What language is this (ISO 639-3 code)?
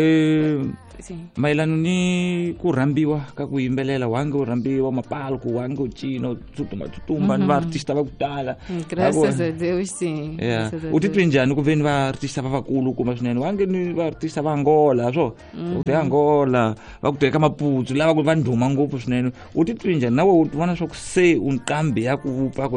tso